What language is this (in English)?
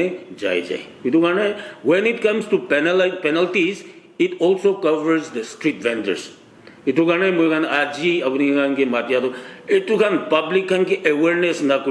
Naga Pidgin